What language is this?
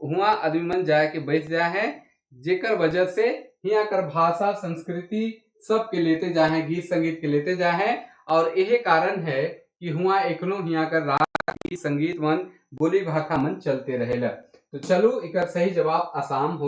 Sadri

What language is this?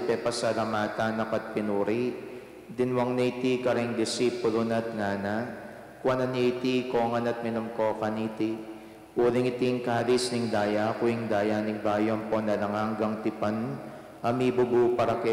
Pampanga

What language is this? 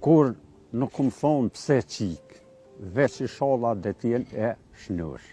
Albanian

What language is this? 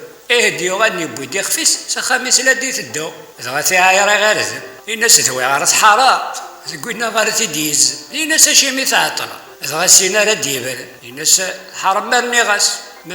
Kabyle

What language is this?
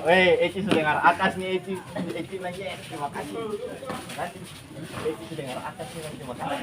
Ambonese Malay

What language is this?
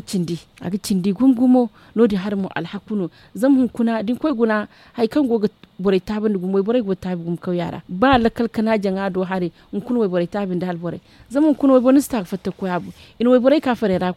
Zarma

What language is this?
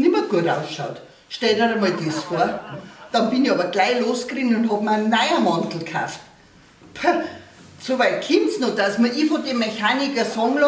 Bavarian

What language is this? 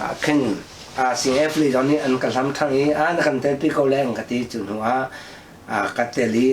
Hakha Chin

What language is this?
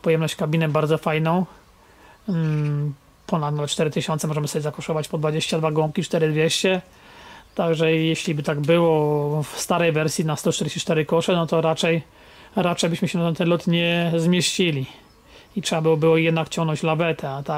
Polish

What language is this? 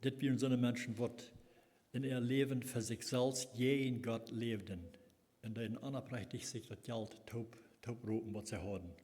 Plautdietsch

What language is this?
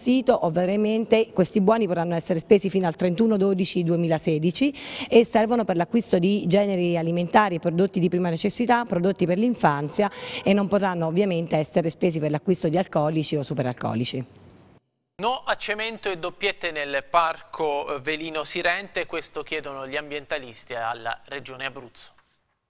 Italian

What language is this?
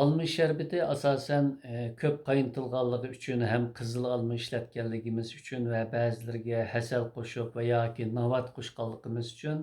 Uyghur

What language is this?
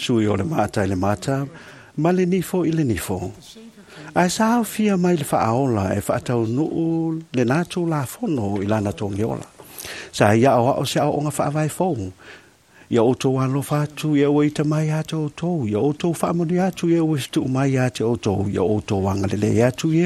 Samoan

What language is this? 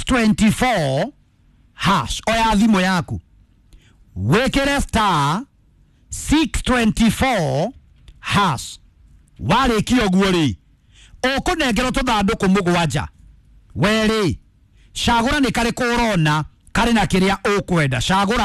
Kikuyu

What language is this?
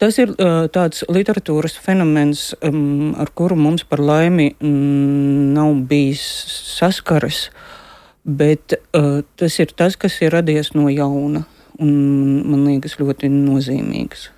Latvian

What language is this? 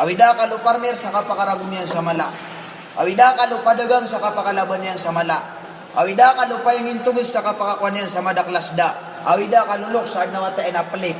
Maranao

